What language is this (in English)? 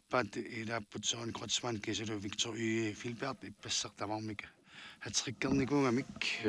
Kalaallisut